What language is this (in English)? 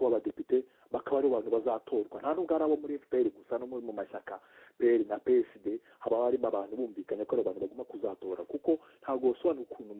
Kinyarwanda